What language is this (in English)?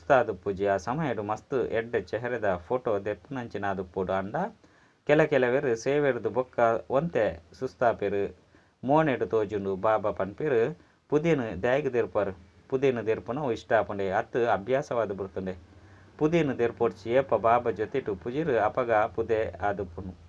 Tulu